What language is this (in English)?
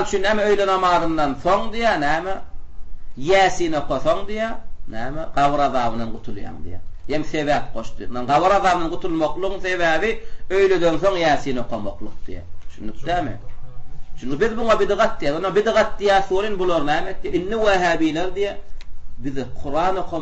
Turkmen